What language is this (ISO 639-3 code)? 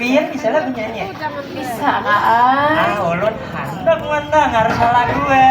bjn